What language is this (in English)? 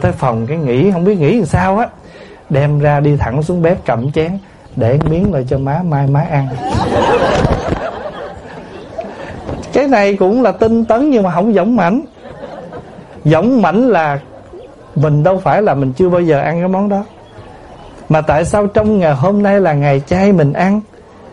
Vietnamese